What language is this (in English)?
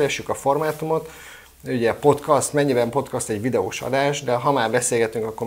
Hungarian